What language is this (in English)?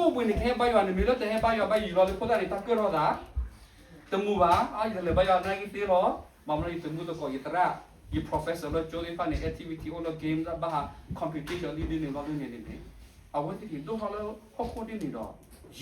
S'gaw Karen